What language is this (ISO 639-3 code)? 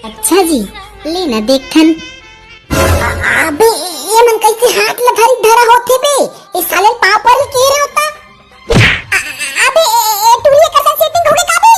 hne